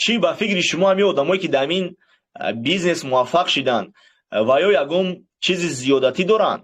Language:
Tajik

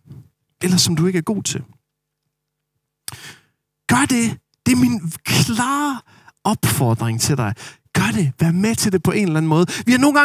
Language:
Danish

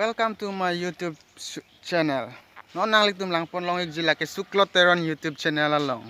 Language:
Karbi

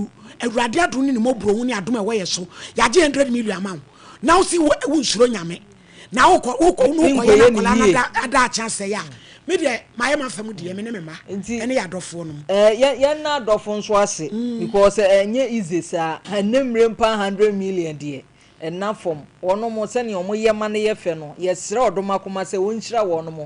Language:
Akan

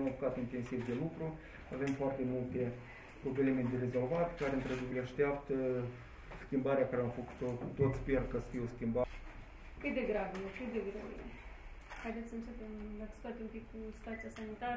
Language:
Romanian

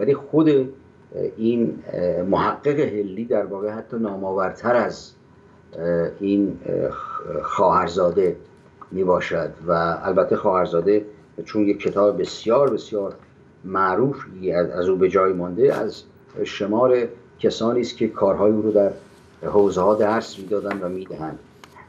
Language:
Persian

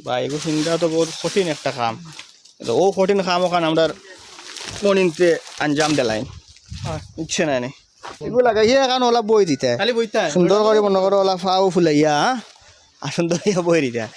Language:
Sylheti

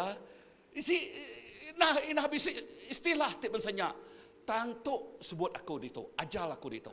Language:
Iban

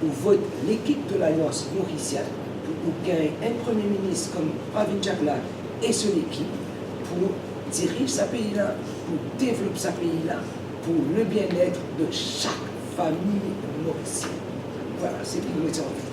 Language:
Morisyen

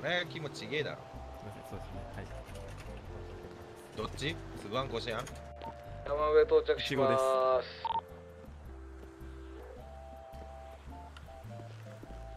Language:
Japanese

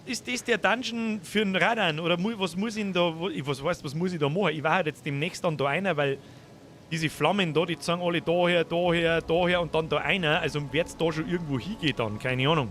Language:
Bavarian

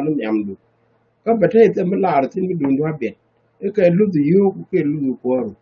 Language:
Nuer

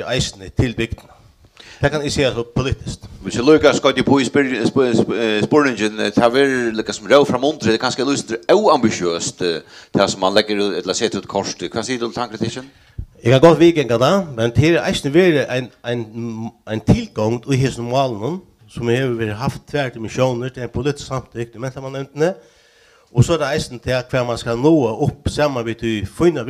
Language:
Faroese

